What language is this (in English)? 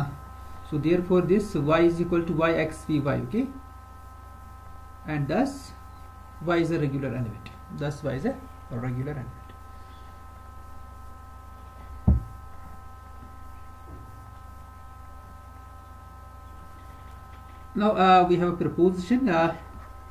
English